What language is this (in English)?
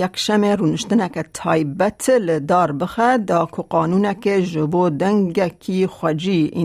Kurdish